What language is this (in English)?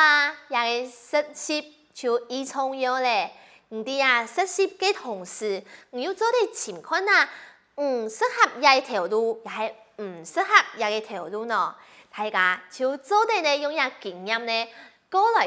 Hakka Chinese